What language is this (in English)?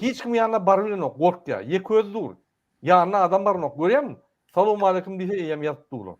Turkmen